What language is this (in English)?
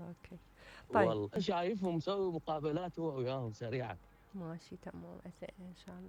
Mesopotamian Arabic